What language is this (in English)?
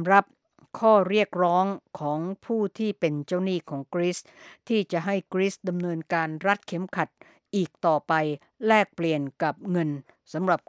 Thai